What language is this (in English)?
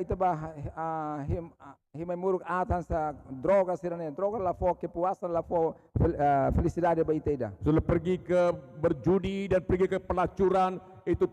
Tetum